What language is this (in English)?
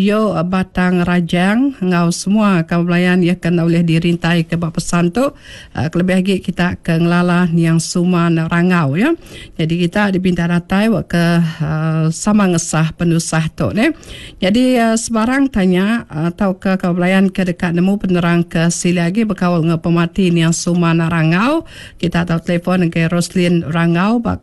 Iban